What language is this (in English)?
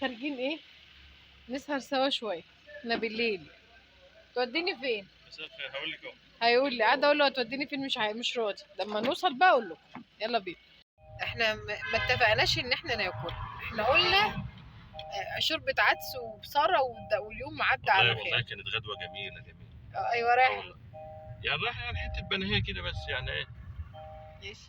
Egyptian Arabic